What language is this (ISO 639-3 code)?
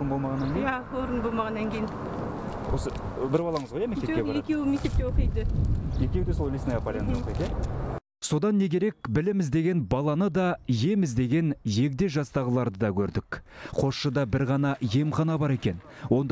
kaz